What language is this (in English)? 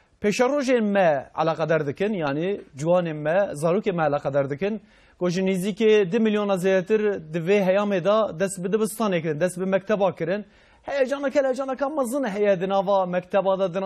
Kurdish